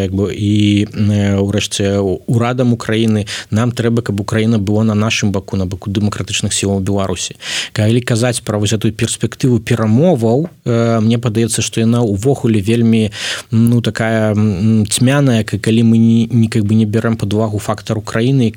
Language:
Belarusian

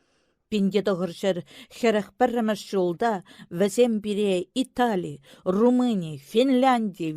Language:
Chuvash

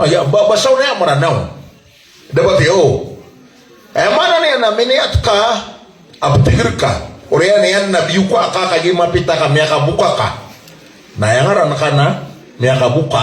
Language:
Maranao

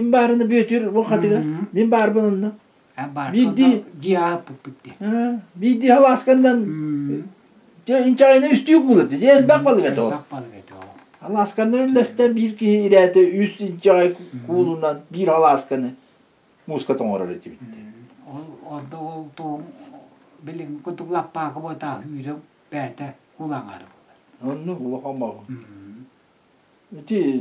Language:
Yakut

